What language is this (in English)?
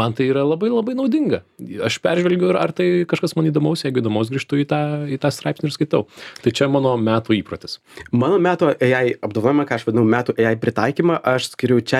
Lithuanian